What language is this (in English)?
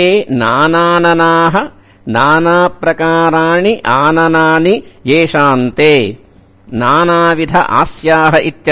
Sanskrit